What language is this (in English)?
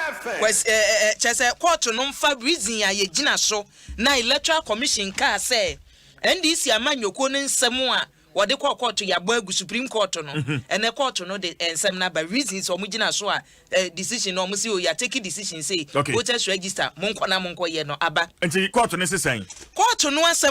Akan